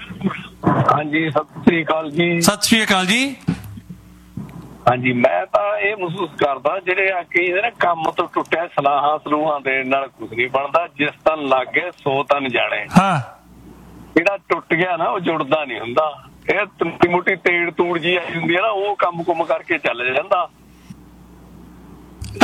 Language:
Punjabi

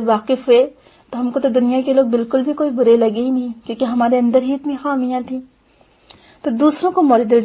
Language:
Urdu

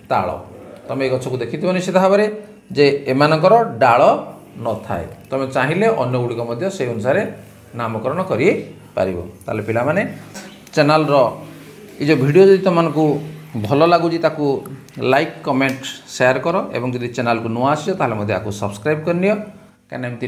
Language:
Odia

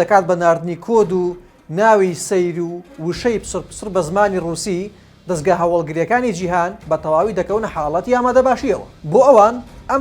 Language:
Central Kurdish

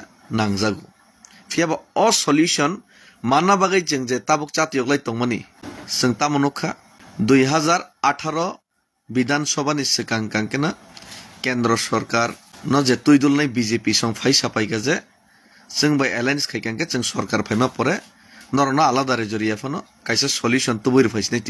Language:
Kok Borok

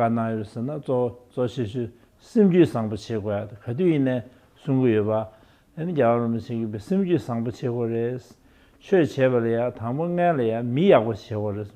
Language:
Tibetan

